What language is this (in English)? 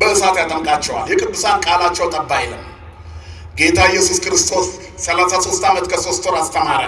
Amharic